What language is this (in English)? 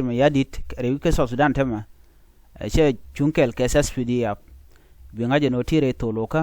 Nuer